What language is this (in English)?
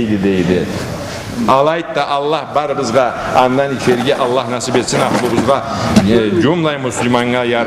Karachay-Balkar